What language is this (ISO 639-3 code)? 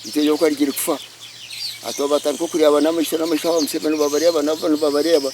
nyn